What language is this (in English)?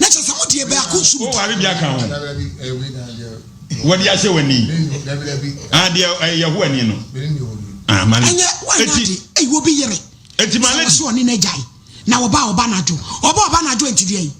Akan